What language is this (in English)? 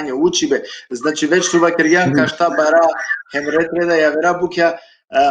Balkan Romani